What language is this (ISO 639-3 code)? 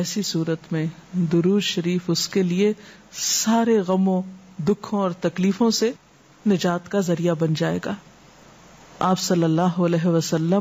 urd